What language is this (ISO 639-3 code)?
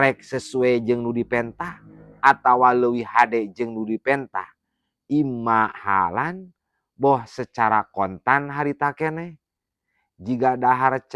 sun